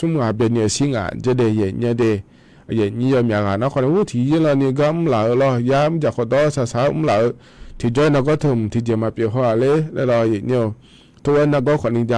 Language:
Akha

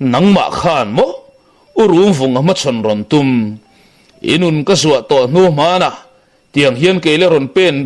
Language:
Mizo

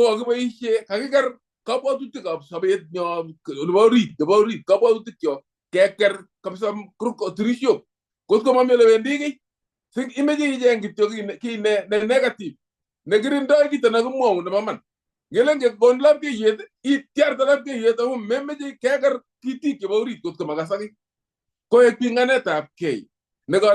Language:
Kalenjin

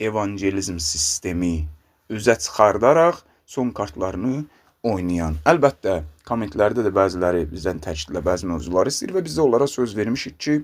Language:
Azerbaijani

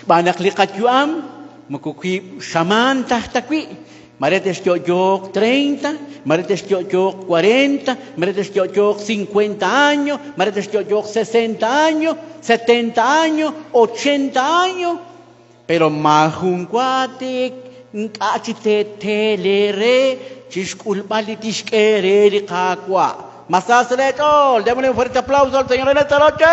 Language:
Kekchí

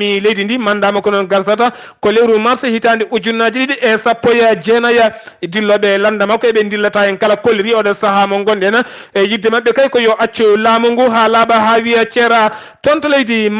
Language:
Fula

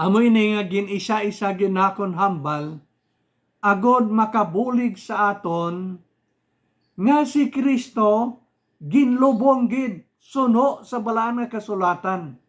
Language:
Hiligaynon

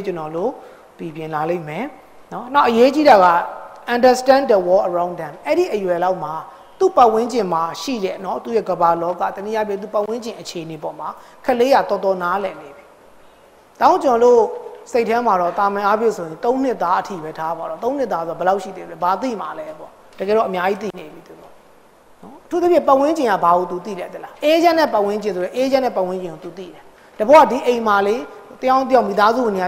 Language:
Burmese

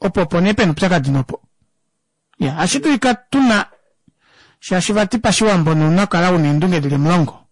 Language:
Kuanyama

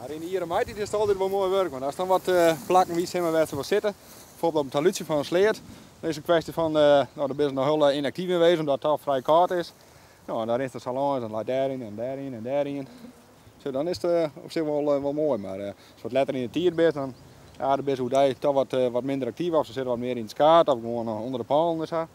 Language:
Western Frisian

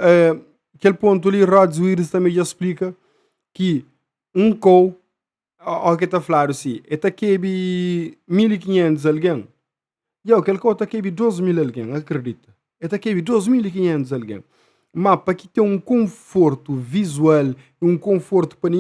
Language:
Kabuverdianu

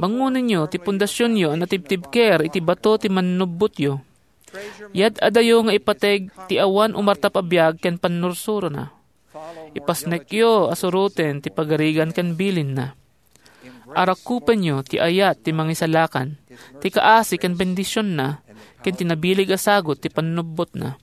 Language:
Iloko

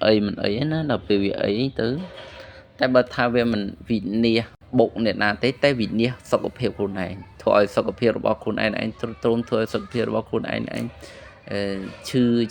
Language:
Khmer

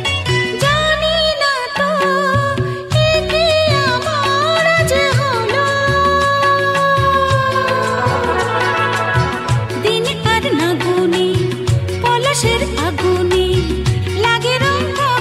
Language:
Bangla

